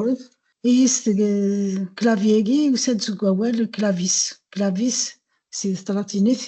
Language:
Kabyle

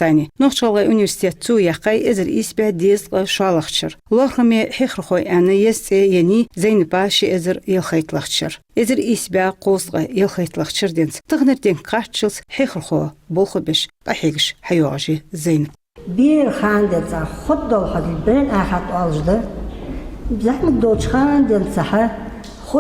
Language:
Ingush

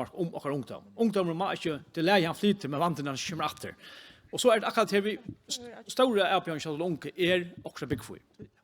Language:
Faroese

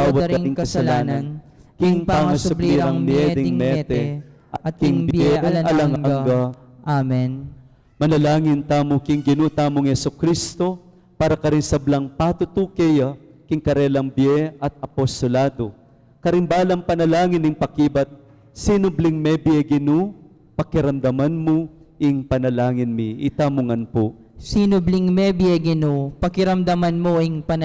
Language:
Pampanga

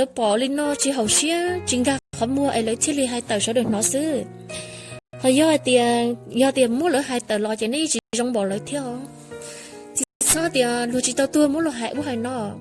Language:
Hmong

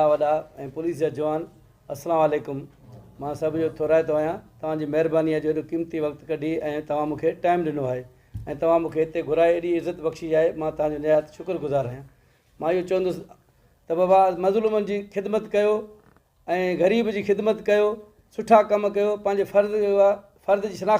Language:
Sindhi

